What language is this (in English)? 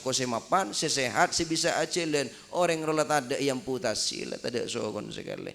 Madurese